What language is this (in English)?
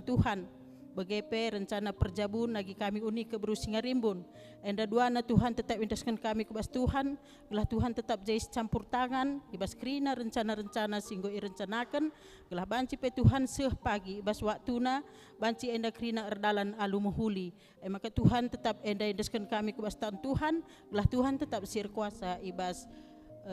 Batak Karo